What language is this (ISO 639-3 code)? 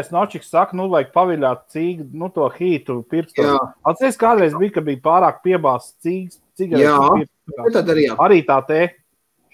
lav